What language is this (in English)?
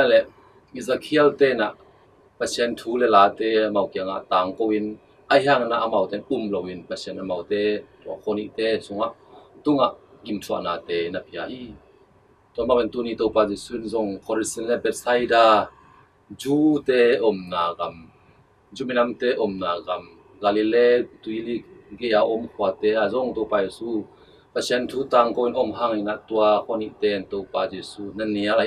Tedim Chin